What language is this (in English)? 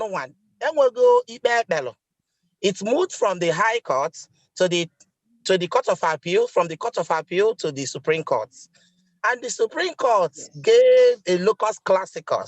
Igbo